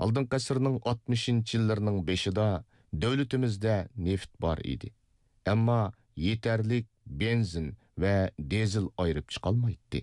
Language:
Uyghur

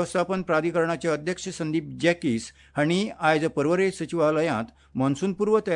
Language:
Konkani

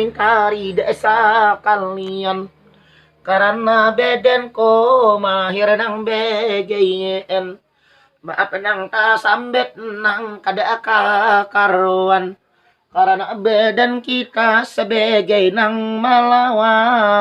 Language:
Banjar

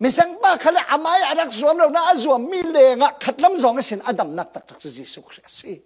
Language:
Falam Chin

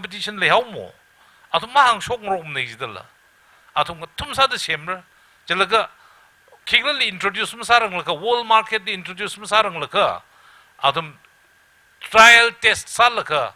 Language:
Tangkhul Naga (India)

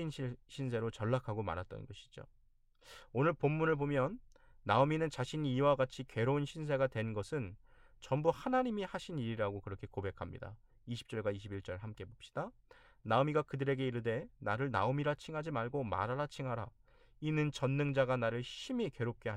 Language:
Korean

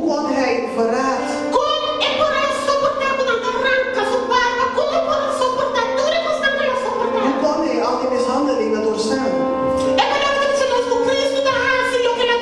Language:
Papiamento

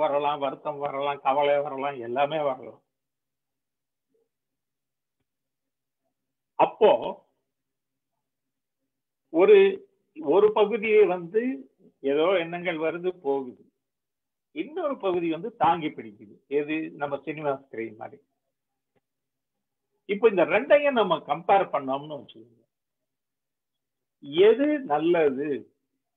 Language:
Tamil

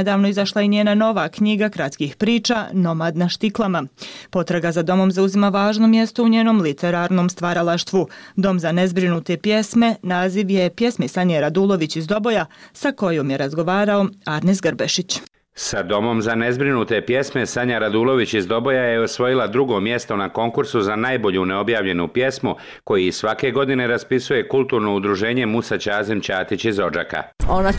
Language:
Bosnian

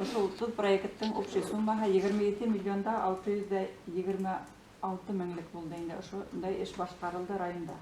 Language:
Bashkir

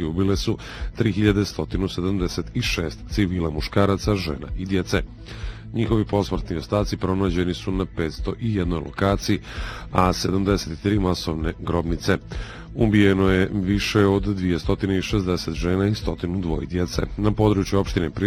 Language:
Bosnian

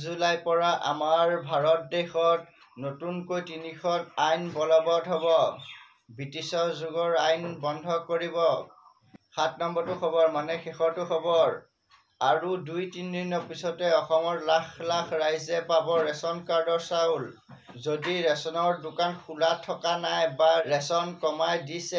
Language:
Assamese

